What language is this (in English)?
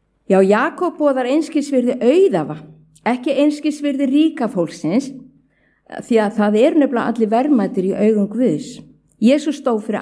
Icelandic